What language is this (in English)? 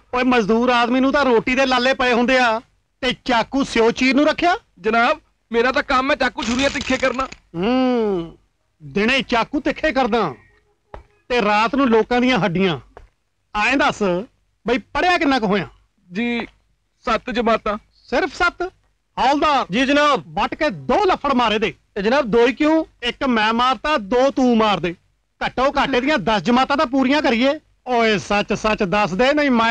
Punjabi